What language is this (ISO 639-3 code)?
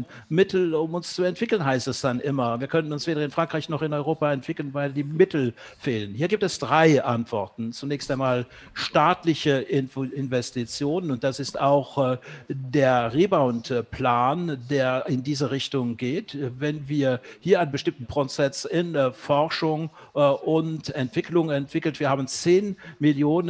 deu